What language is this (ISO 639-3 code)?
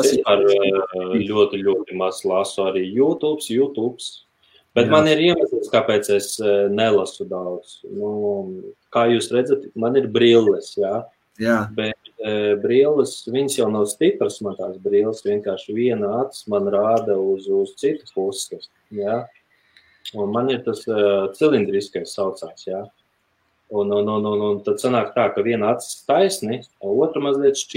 lav